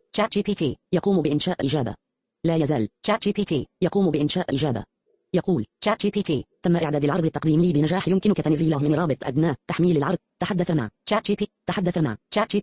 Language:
Najdi Arabic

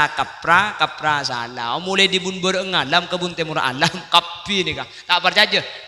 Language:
Madurese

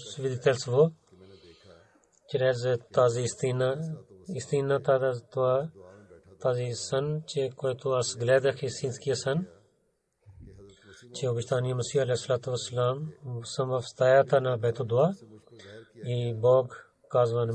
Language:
Bulgarian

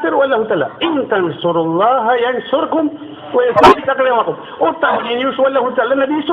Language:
Maranao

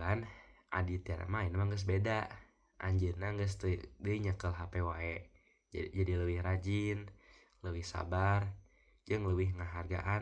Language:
Sundanese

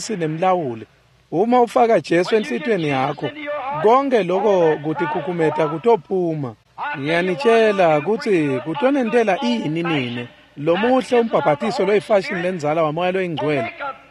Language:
Swati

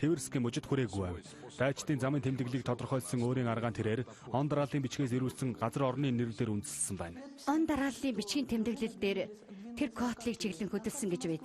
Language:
Mongolian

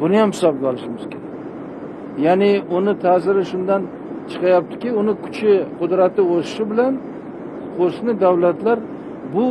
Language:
Uzbek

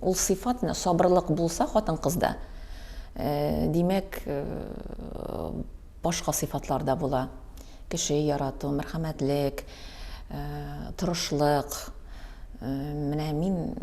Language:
Tatar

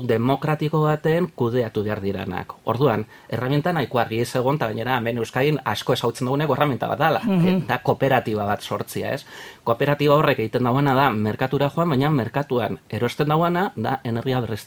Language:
Basque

